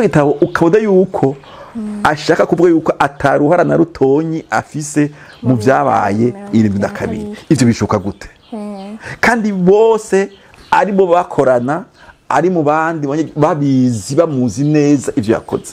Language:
Rundi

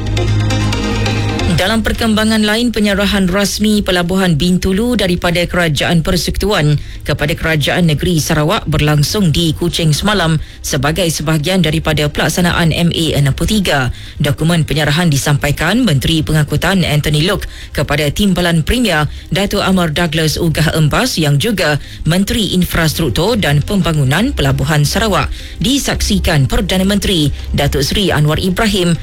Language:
Malay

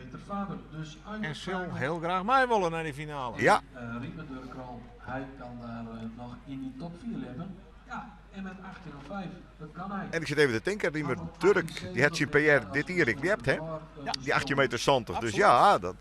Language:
Western Frisian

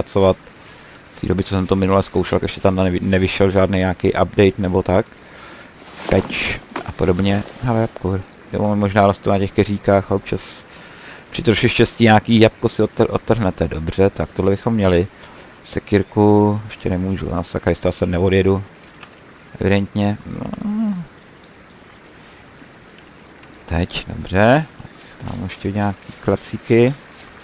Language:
Czech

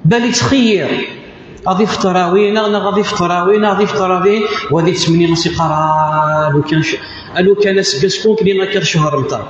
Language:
Kabyle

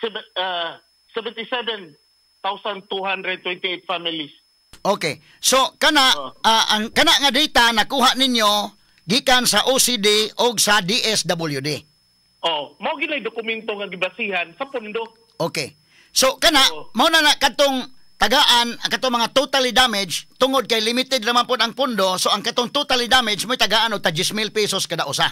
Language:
Cebuano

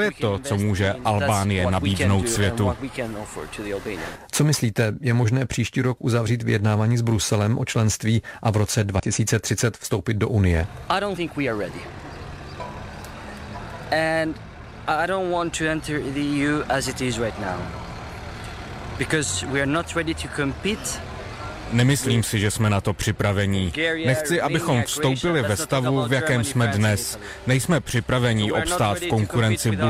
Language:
Czech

